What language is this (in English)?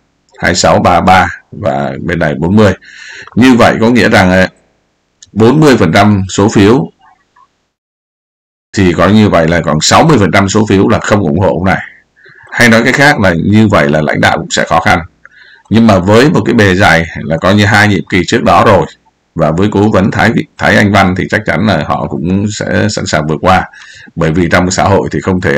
Vietnamese